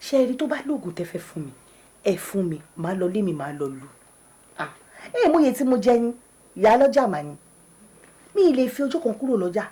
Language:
Yoruba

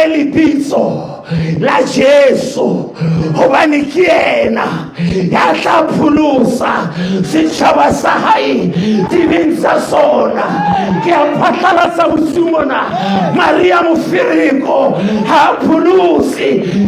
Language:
Southern Sotho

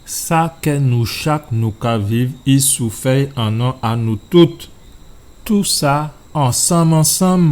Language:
Guadeloupean Creole French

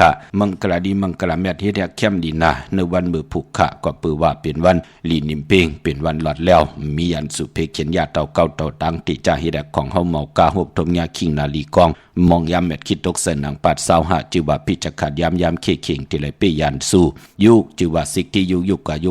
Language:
Shan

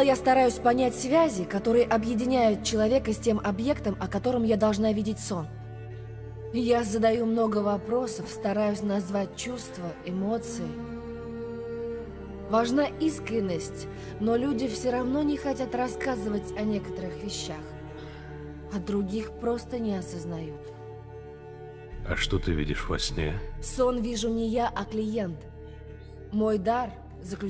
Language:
Russian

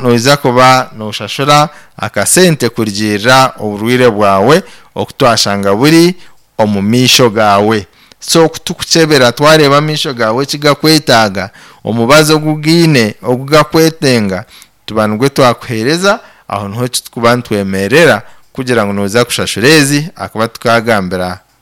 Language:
Nyankole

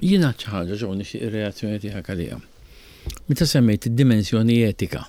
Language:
Maltese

